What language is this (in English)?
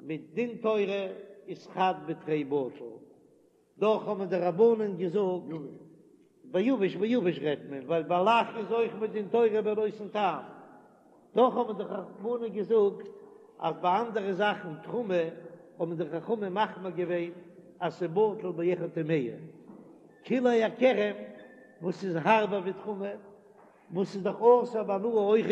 Yiddish